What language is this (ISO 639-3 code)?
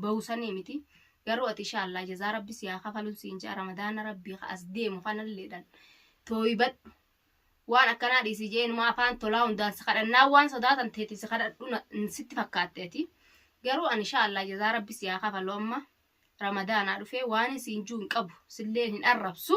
orm